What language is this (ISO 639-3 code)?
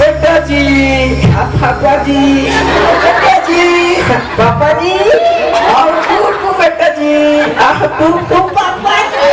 hne